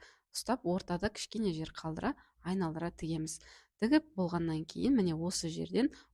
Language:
Kazakh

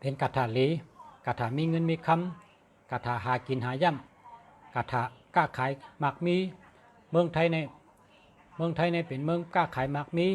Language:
Shan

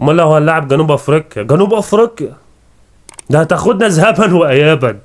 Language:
Egyptian Arabic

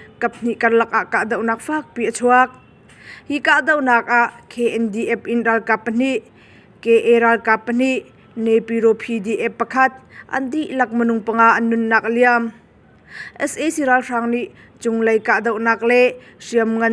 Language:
Hakha Chin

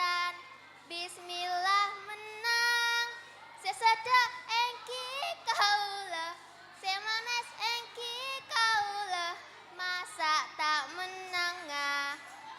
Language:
Madurese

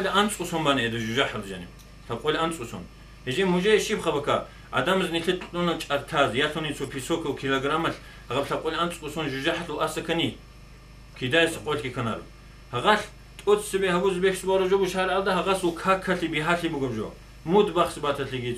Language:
Avaric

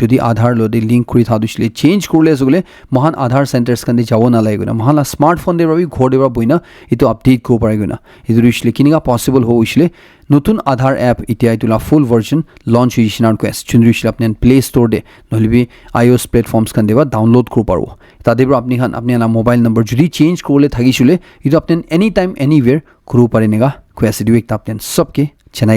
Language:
Naga Pidgin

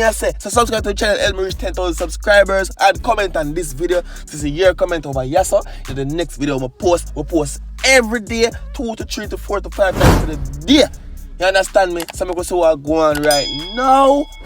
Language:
Jamaican Creole English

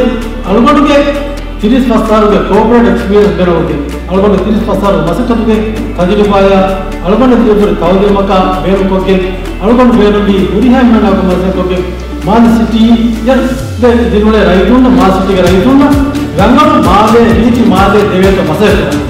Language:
Divehi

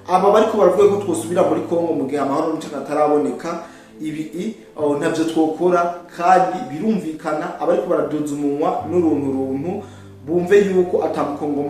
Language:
Rundi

